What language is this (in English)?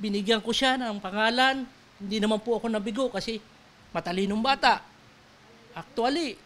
Filipino